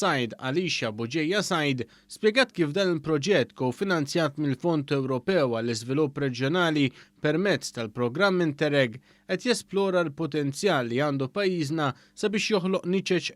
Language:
Maltese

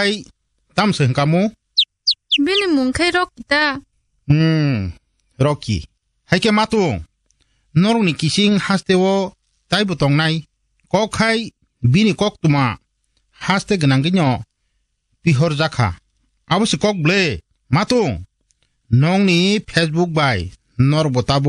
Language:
Kok Borok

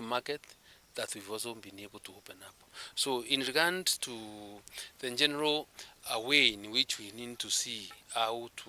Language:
Meru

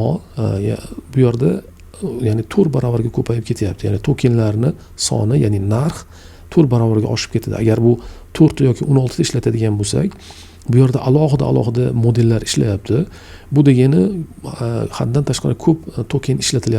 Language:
Uzbek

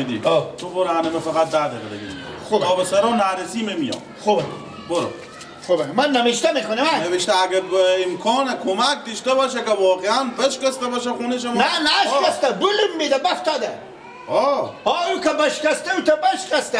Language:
Persian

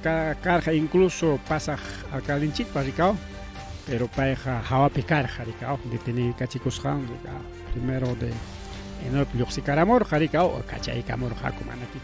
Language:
Ayacucho Quechua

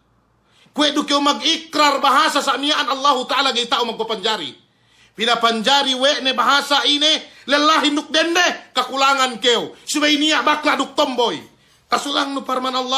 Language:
Yakan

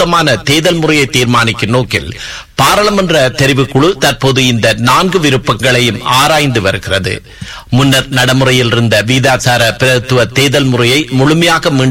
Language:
Tamil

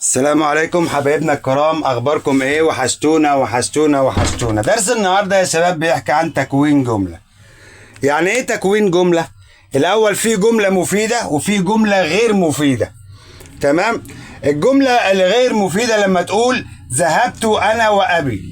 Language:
Egyptian Arabic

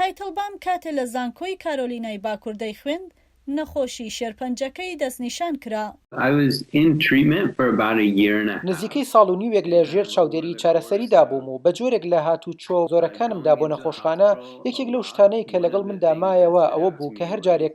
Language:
Central Kurdish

